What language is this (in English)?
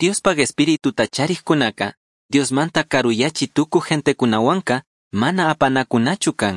Chimborazo Highland Quichua